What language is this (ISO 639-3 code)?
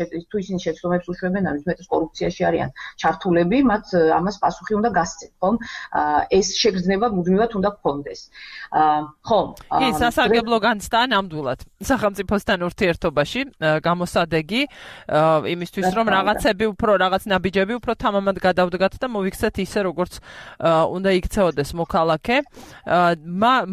kat